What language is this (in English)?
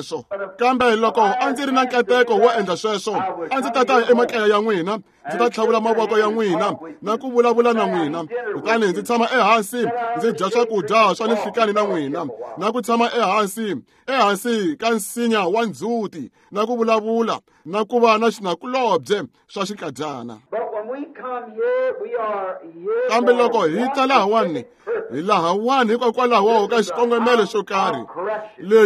Tsonga